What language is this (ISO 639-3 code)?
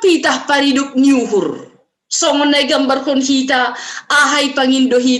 bts